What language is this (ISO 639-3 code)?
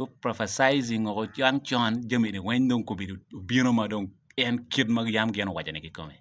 ach